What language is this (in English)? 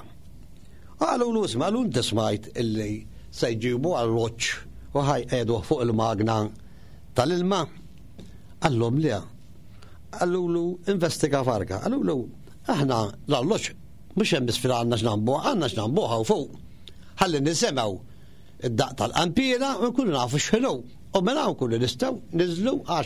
Maltese